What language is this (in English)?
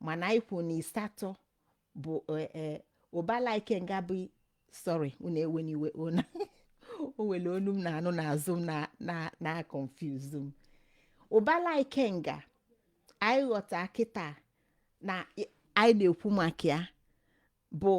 Igbo